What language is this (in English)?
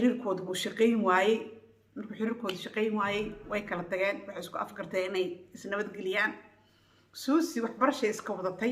Somali